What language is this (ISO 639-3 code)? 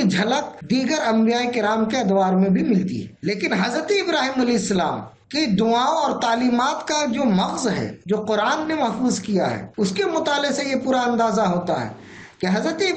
urd